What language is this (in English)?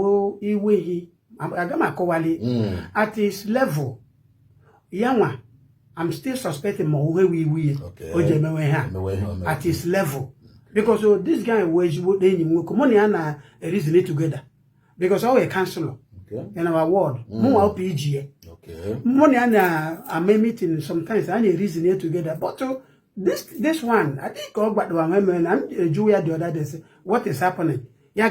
Igbo